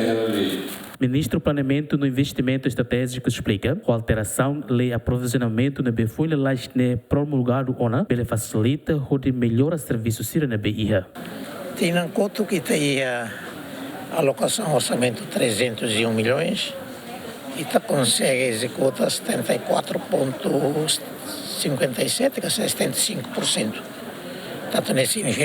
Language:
Tetum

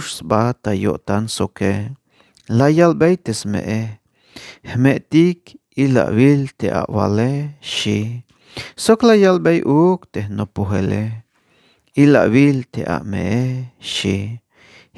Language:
Tzeltal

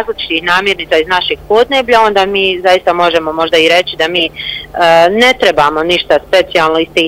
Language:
Bosnian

